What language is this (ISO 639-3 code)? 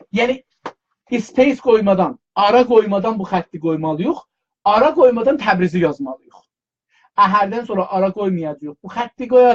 azb